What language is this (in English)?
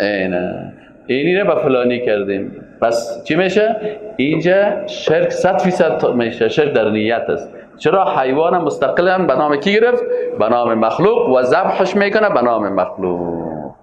Persian